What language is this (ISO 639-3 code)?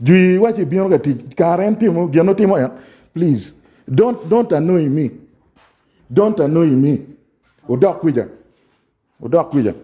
ach